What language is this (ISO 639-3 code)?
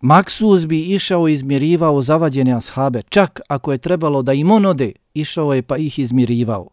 bos